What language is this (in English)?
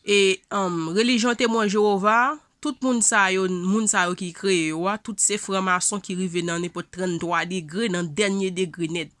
Haitian Creole